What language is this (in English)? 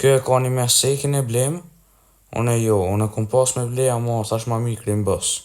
Albanian